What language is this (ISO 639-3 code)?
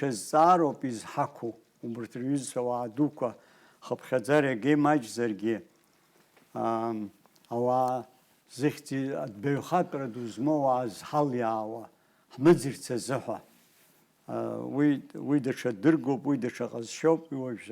abk